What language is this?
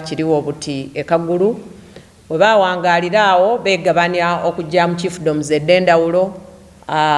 Soga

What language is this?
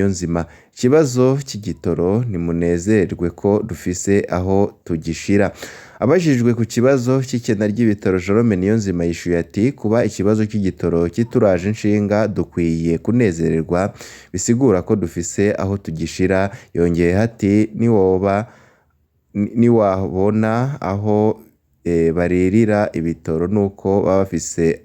Rundi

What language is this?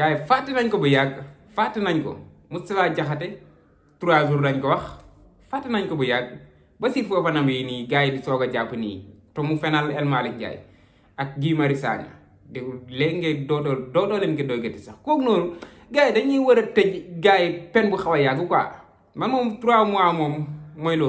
Wolof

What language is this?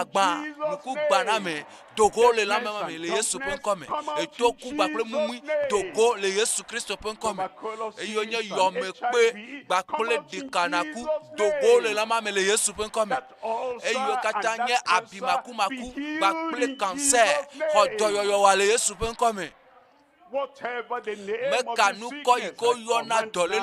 Ewe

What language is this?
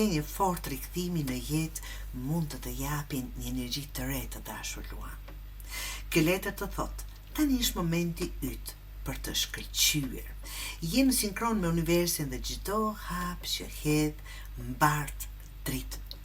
Albanian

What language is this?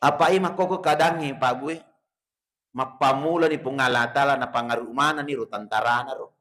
Buginese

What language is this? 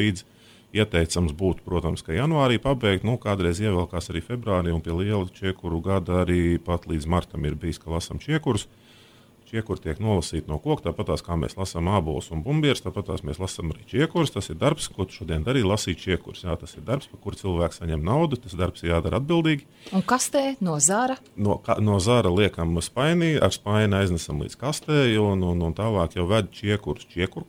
Latvian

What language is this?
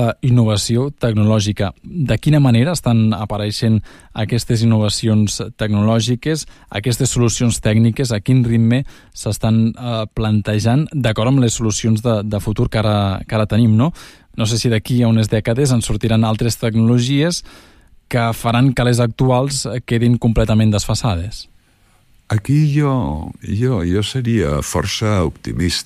Catalan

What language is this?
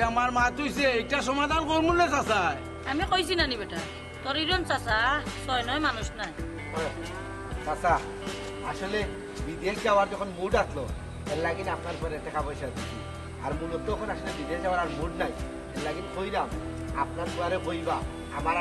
Sylheti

